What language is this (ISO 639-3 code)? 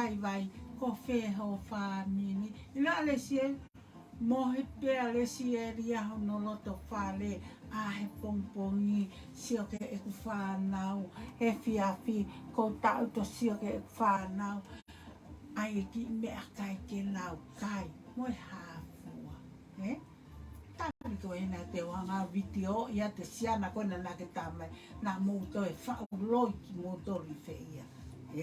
ton